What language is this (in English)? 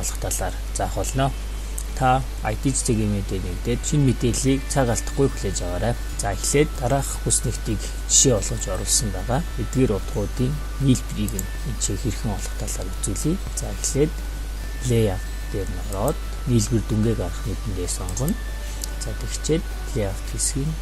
Mongolian